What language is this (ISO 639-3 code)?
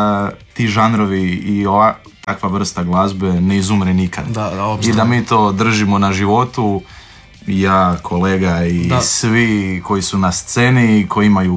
hrv